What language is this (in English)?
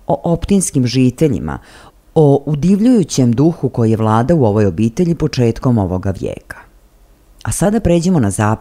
Serbian